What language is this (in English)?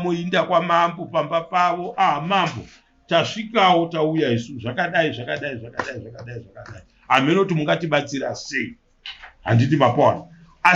Shona